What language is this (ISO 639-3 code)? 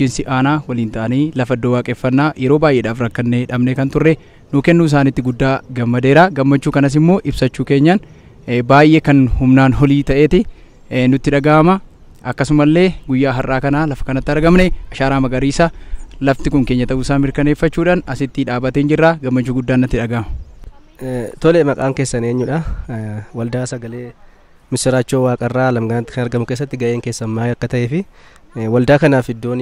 orm